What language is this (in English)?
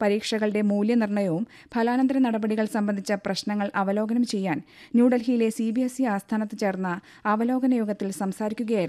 Malayalam